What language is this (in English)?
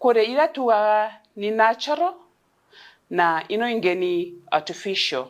Meru